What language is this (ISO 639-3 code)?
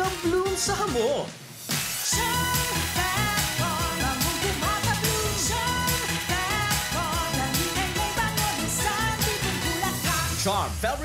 bik